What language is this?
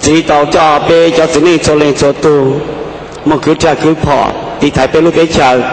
Hmong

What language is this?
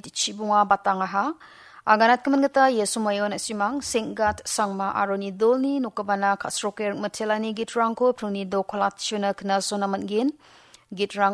Garo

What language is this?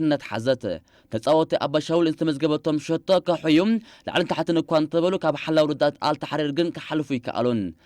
Tigrinya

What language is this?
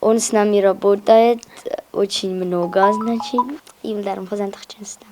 Ossetic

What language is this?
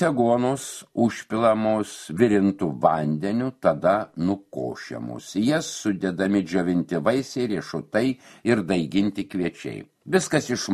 Lithuanian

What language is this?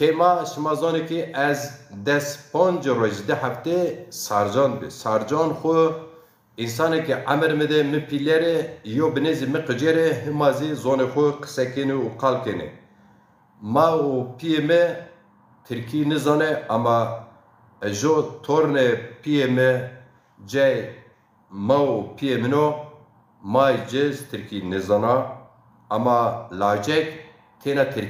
Zaza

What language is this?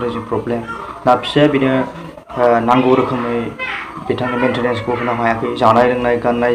Bodo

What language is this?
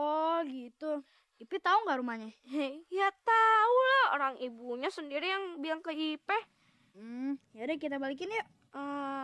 Betawi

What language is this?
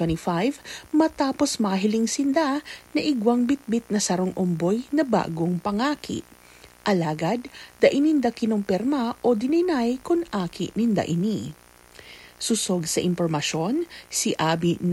Bikol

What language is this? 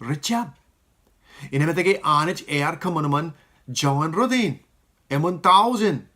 Marshallese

